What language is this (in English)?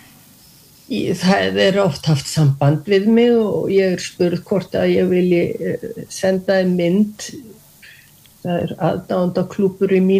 Icelandic